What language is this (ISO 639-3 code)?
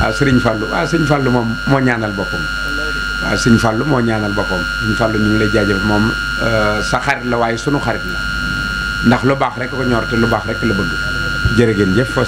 wol